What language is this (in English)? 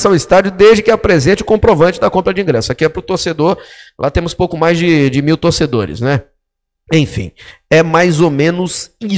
Portuguese